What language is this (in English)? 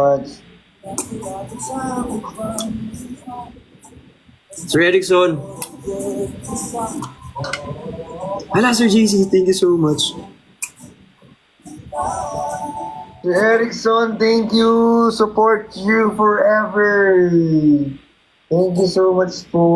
Filipino